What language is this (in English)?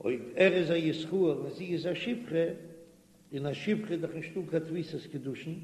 Yiddish